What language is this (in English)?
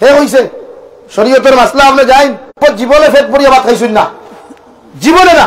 Sylheti